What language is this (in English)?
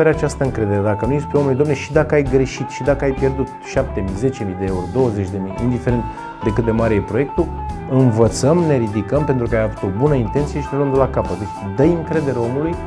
Romanian